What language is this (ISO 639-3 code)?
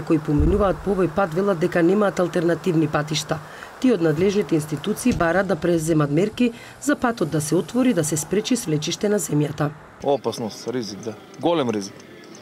mkd